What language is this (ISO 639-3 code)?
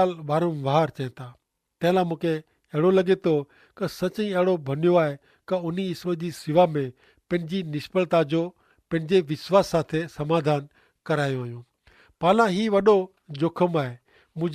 kfr